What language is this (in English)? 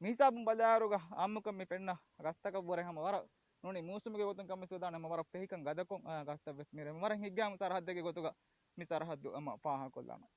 Divehi